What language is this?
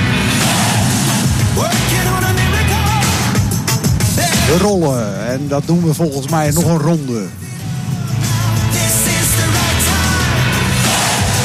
Dutch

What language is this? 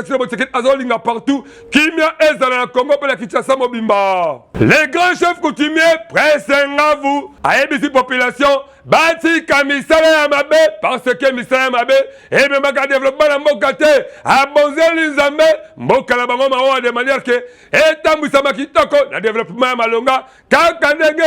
Lingala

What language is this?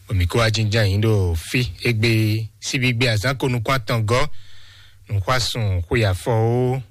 Fon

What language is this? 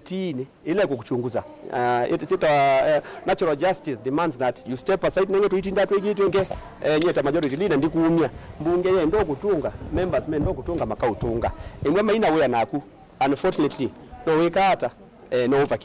Kamba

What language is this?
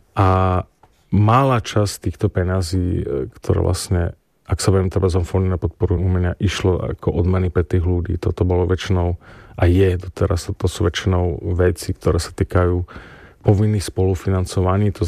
Slovak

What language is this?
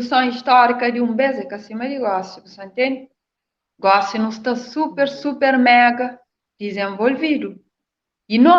Kabuverdianu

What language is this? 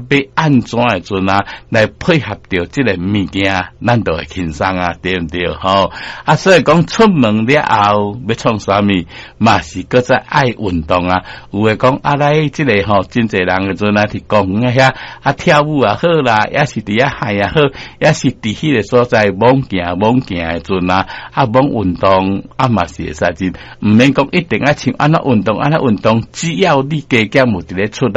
Min Nan Chinese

